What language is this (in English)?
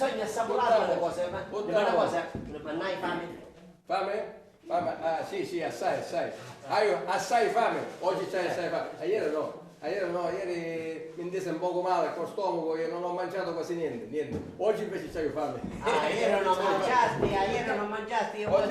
Sicilian